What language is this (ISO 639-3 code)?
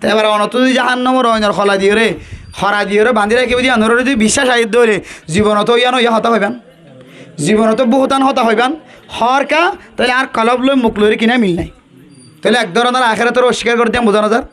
rhg